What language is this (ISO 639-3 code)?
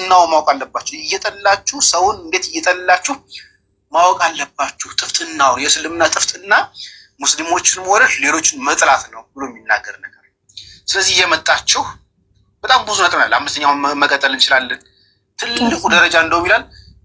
amh